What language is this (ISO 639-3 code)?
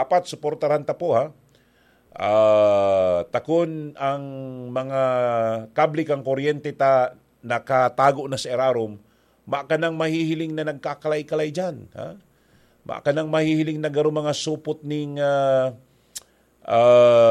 bik